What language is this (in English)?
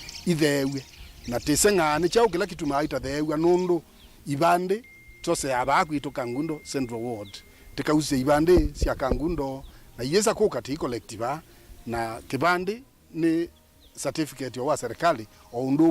Kamba